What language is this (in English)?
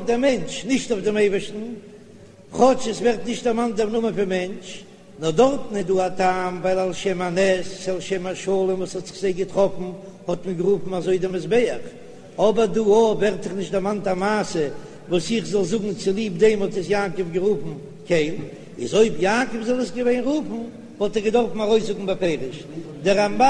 Yiddish